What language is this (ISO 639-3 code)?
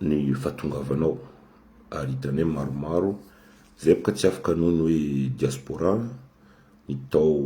mlg